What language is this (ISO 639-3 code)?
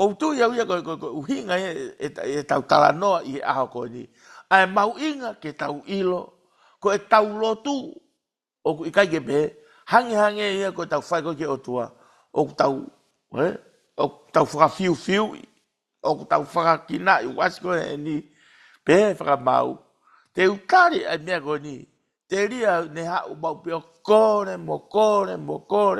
ton